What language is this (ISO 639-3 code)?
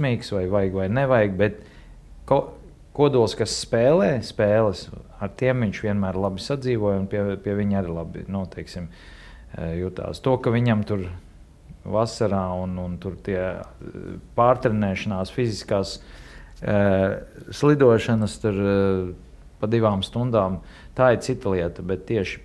lav